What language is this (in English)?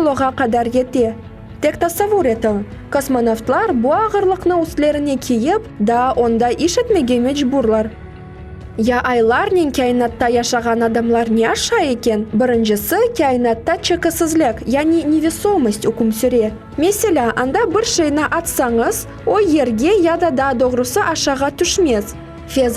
Crimean Tatar